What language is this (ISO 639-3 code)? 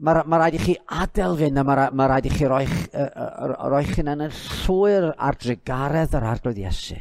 cym